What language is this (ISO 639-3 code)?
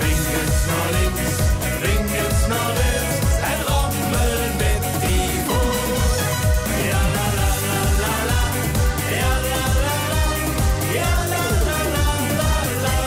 lim